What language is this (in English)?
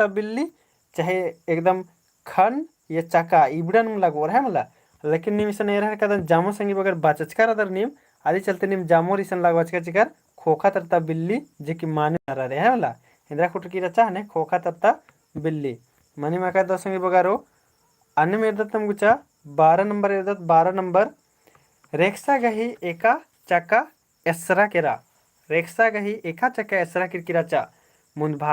Kurukh